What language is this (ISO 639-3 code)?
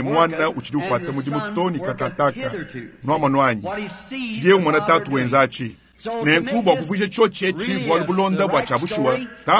lua